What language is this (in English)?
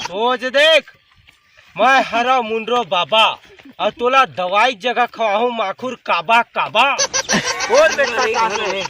Chhattisgarhi